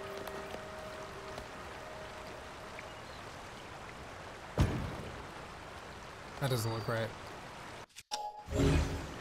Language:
English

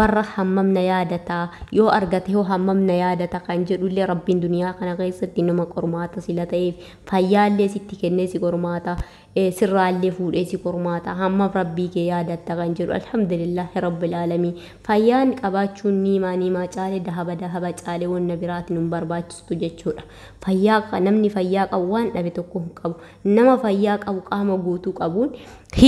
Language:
Oromo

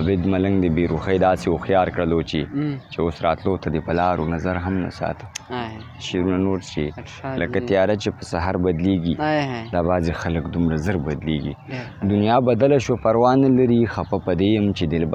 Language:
Pashto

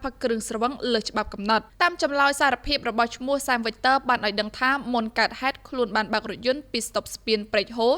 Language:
Khmer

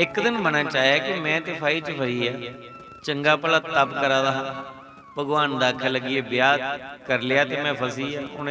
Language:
Dogri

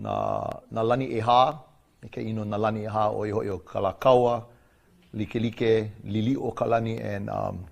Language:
Hawaiian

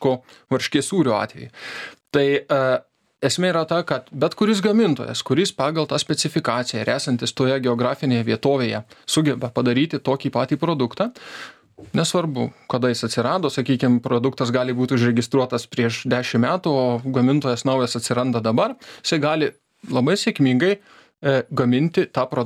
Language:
Lithuanian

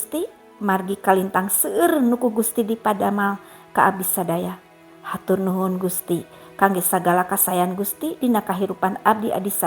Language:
Sundanese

